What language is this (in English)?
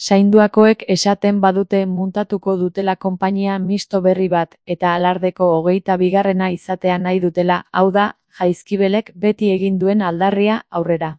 Basque